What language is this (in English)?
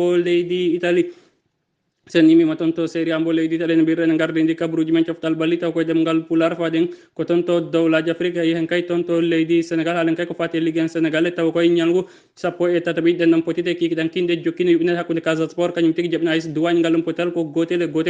Fula